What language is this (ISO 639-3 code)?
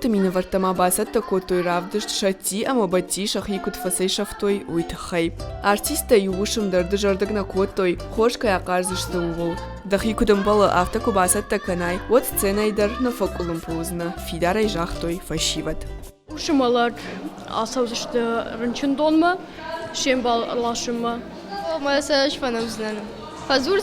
oss